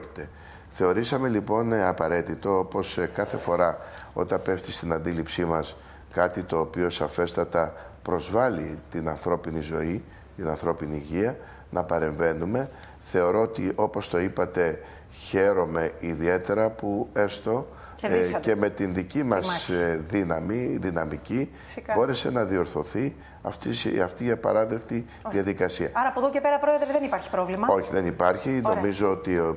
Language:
Greek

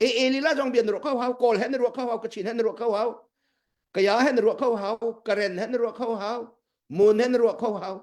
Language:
Hakha Chin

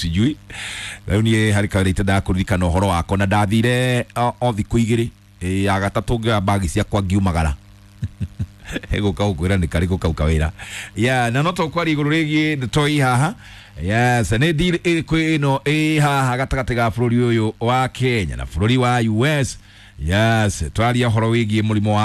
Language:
Kikuyu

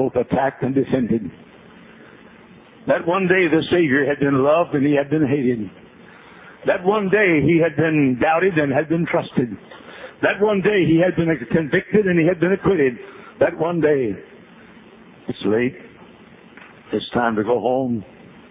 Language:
English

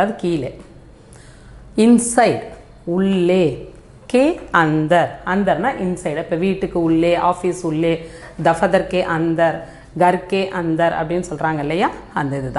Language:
Tamil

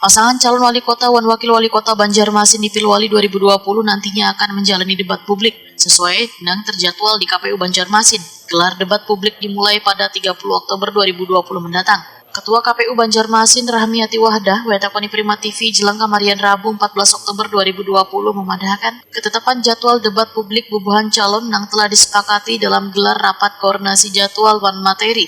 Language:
Banjar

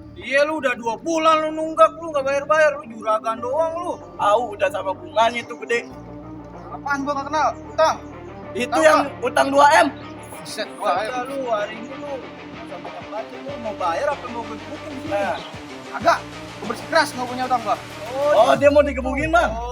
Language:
Betawi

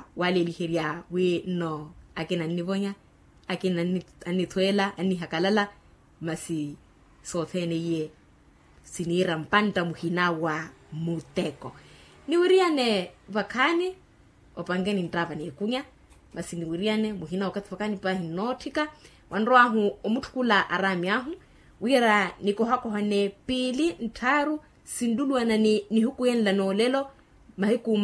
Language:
Makhuwa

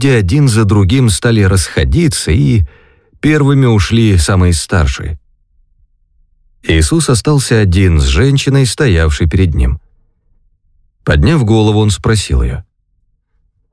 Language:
Russian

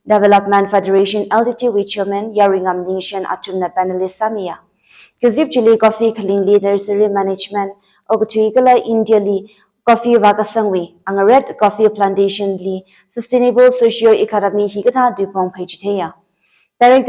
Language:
Tangkhul Naga (India)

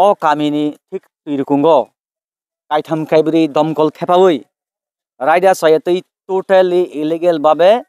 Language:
Kok Borok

